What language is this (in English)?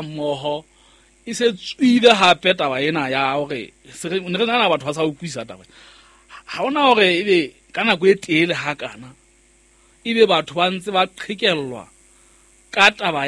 Southern Sotho